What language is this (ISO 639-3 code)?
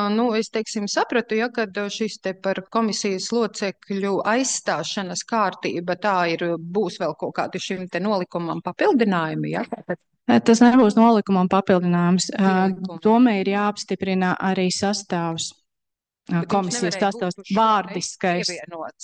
lav